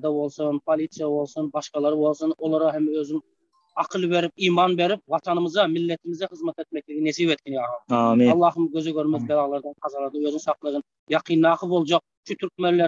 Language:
Turkmen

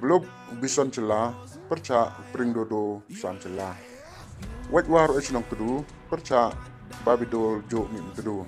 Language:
Pnar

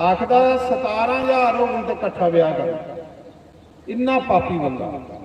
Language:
Dogri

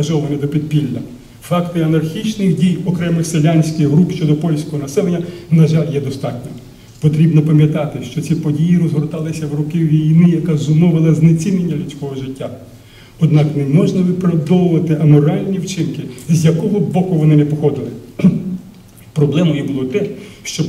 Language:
Ukrainian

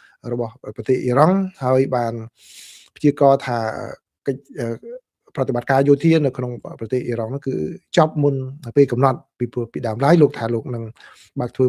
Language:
Khmer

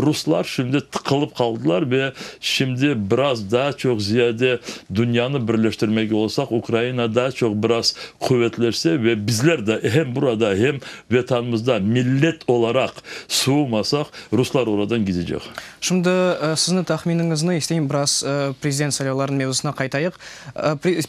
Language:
Crimean Tatar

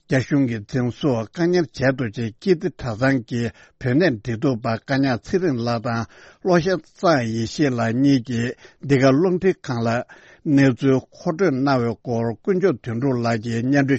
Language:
Tibetan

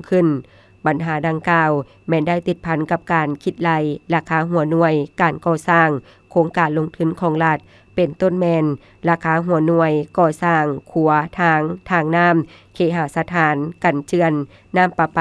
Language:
Lao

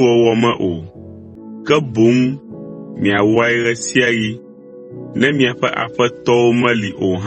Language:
Ewe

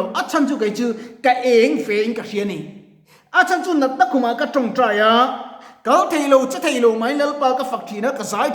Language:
Mizo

